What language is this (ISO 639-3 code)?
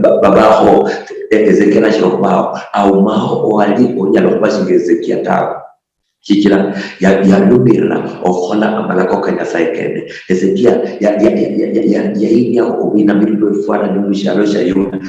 luy